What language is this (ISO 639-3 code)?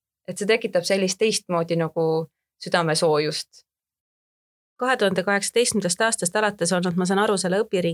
est